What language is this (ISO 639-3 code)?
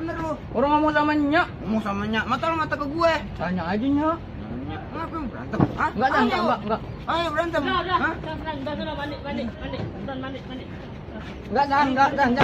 bew